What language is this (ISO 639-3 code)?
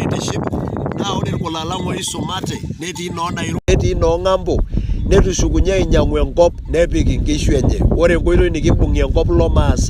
mas